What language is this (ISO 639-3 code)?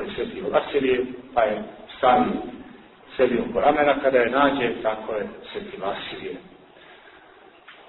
srp